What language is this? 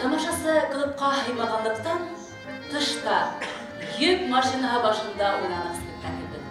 Bashkir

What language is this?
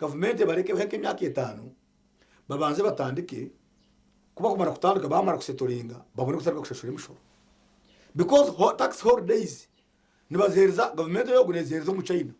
Nyankole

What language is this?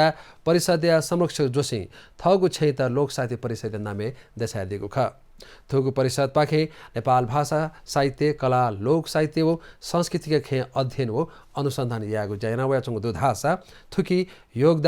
Newari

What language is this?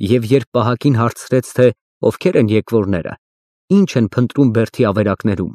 Armenian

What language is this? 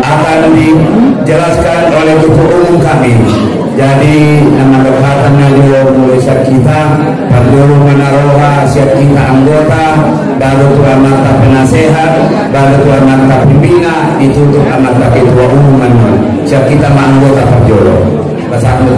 Batak Angkola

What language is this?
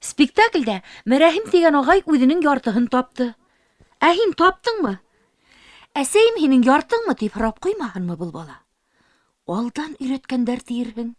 Bashkir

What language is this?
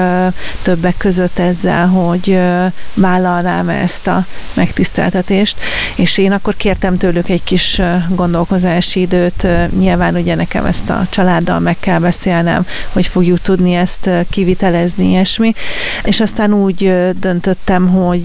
Hungarian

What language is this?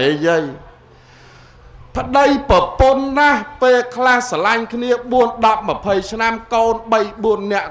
Khmer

